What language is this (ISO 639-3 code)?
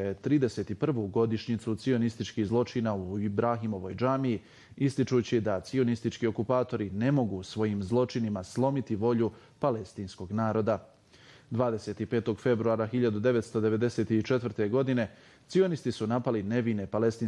bos